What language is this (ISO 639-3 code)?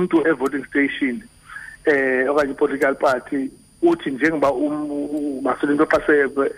xho